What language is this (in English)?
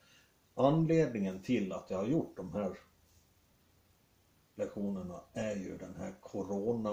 Swedish